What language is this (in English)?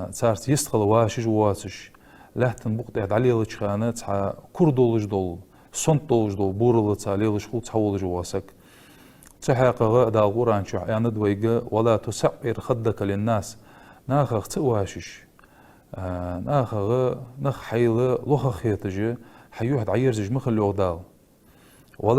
Ingush